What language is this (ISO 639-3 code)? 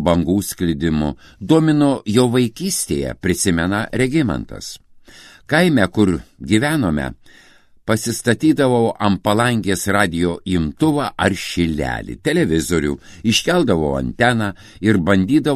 lit